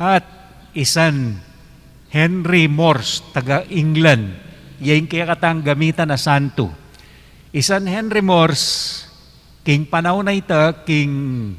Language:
Pampanga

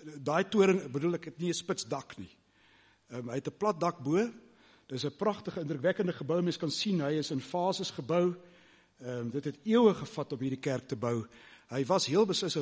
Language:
Afrikaans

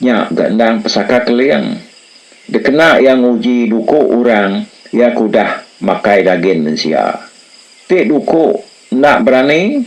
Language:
Iban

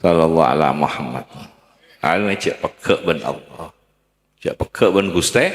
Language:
Madurese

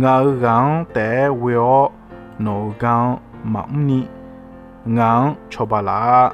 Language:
Akha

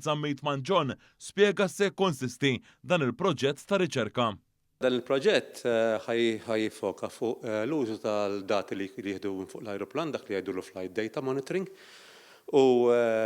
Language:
Maltese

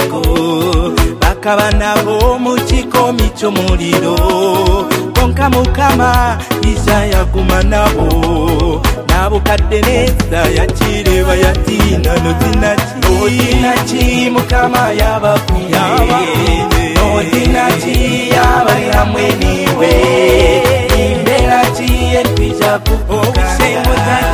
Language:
Kinyarwanda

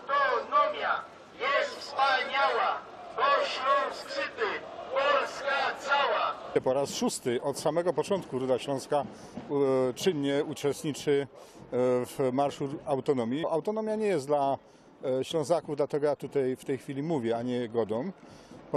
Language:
Silesian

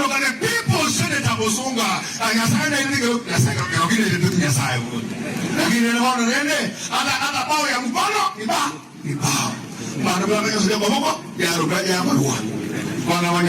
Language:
Gusii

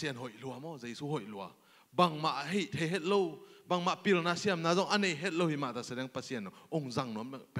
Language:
Tedim Chin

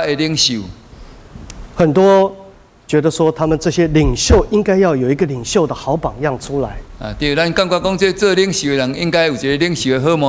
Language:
Min Nan Chinese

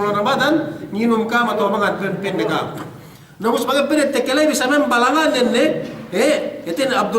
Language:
Yakan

